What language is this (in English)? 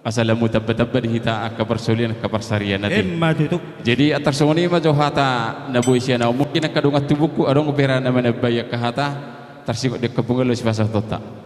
Batak Toba